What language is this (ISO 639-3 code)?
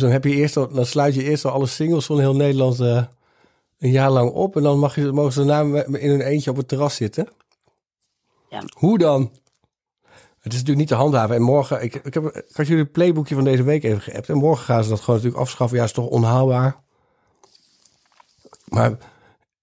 nld